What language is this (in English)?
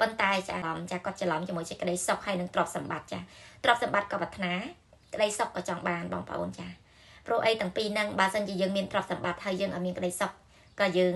Khmer